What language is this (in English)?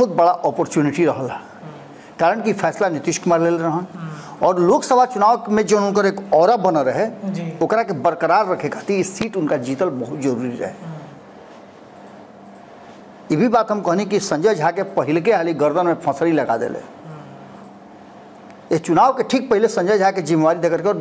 Bhojpuri